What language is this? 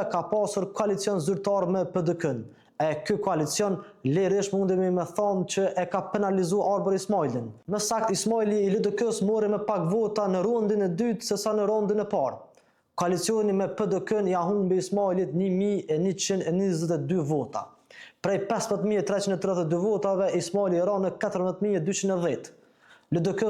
Albanian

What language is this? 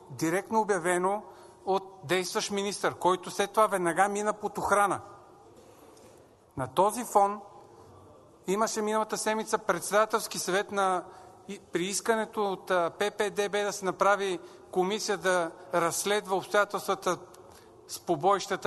Bulgarian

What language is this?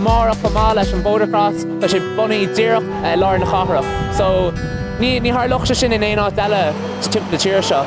Irish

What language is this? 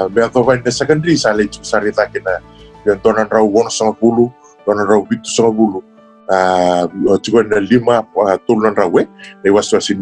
Fijian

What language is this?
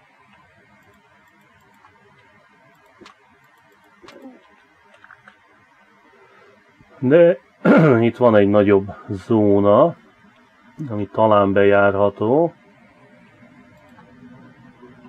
Hungarian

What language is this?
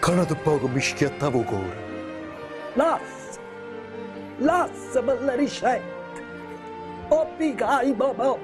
Neapolitan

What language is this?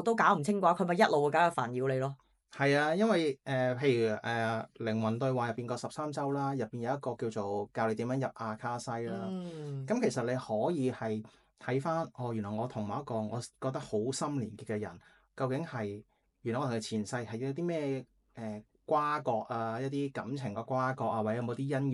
Cantonese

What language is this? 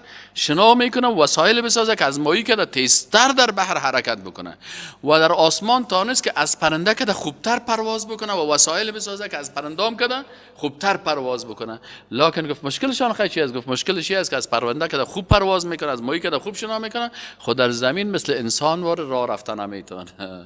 Persian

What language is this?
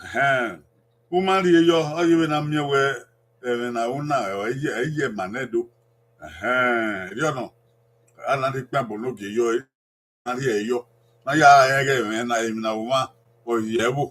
Bini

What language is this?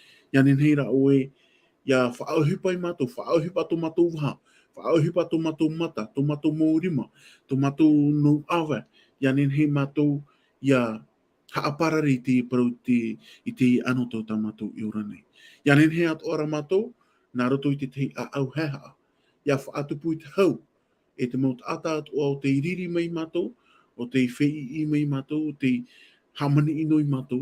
Tahitian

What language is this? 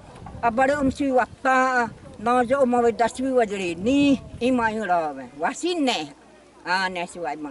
Xavánte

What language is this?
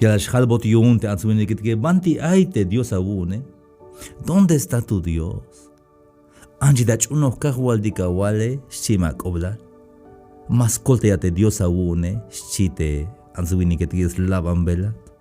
Tzeltal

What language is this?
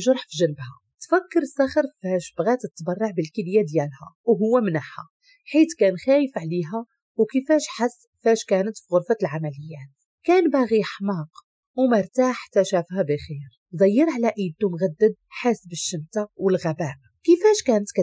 Moroccan Arabic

